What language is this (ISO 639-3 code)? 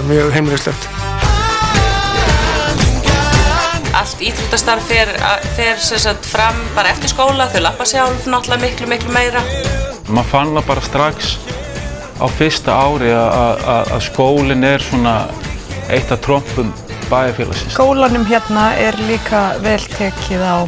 isl